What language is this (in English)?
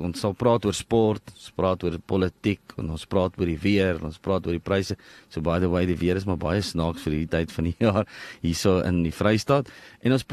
Afrikaans